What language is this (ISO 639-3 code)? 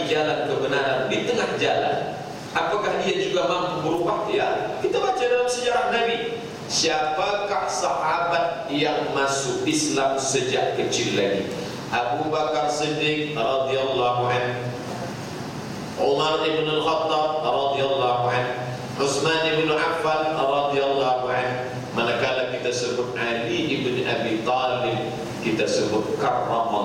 msa